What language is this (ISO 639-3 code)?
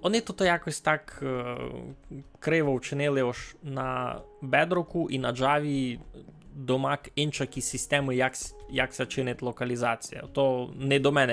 rue